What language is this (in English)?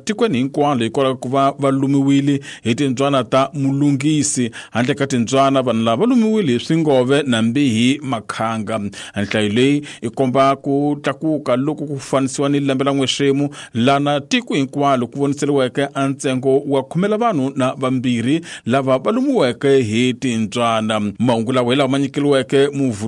Tsonga